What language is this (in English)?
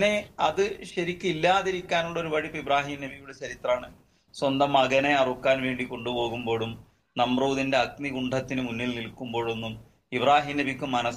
Malayalam